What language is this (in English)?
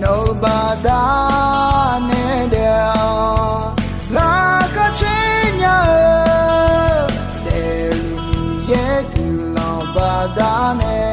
Akha